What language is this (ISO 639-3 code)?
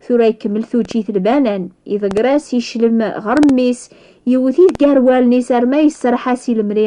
kab